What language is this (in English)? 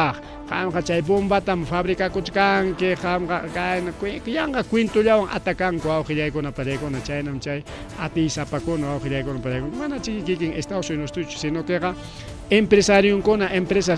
Ayacucho Quechua